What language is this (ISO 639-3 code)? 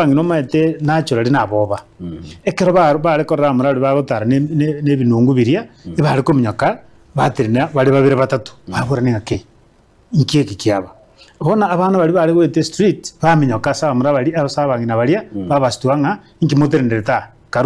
guz